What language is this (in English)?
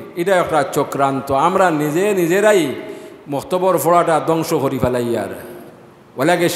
Sylheti